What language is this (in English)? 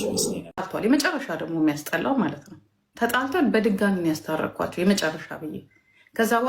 Amharic